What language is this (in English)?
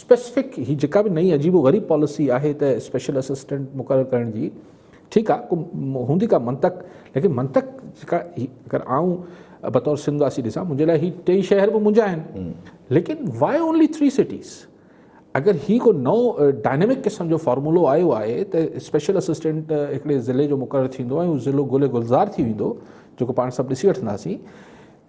Sindhi